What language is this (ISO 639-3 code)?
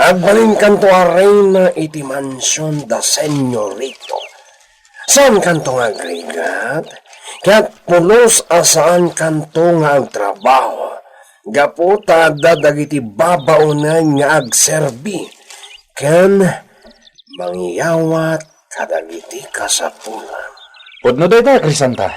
ilo